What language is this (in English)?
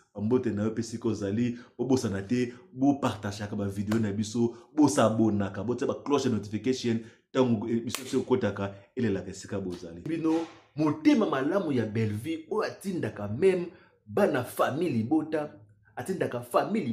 Lingala